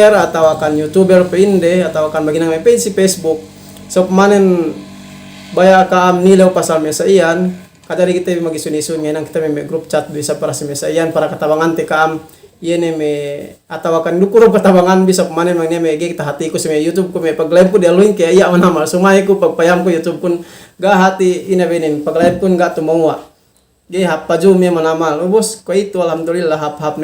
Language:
Yakan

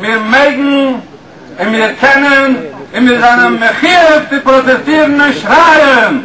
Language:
Yiddish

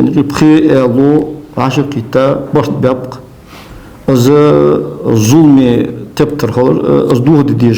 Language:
Ingush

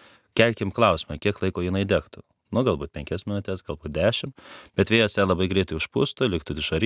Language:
Lithuanian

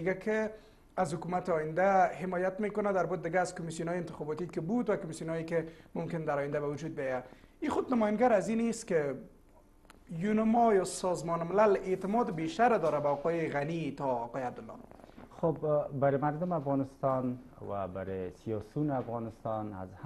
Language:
Persian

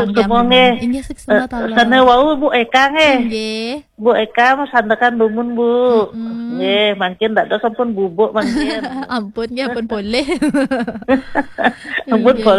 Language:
Balinese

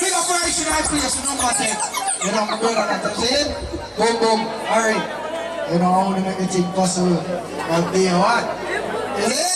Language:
Jamaican Creole English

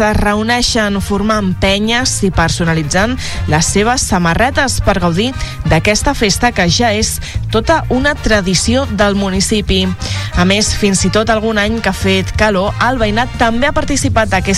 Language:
Catalan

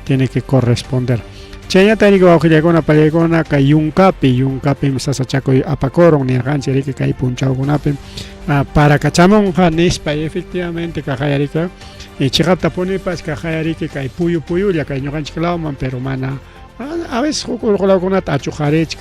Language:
Ayacucho Quechua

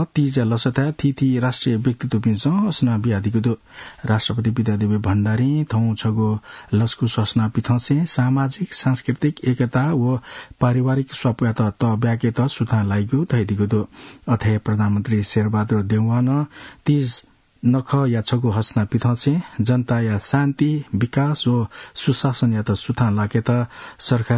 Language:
Newari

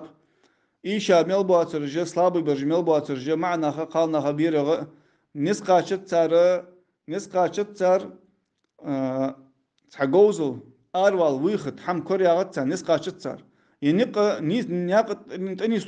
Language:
Ingush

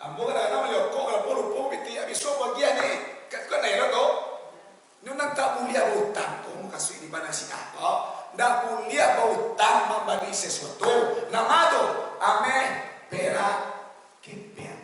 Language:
Minangkabau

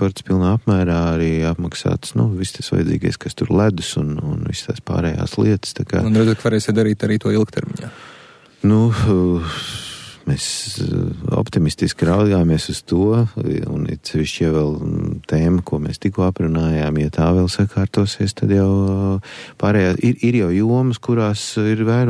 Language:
Latvian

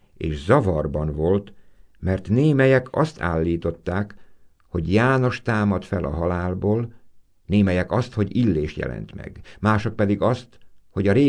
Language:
Hungarian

